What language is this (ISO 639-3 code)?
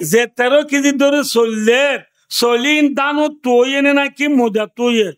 rhg